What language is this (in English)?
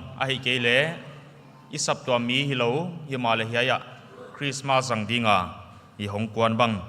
Paite Chin